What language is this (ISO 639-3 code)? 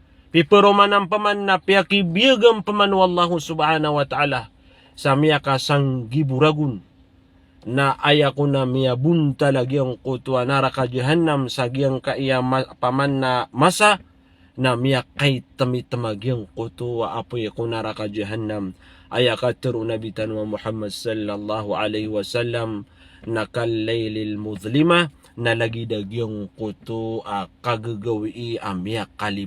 mrw